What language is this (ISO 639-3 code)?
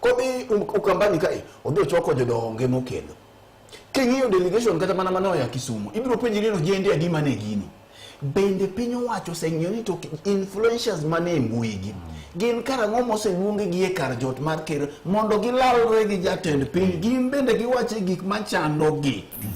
luo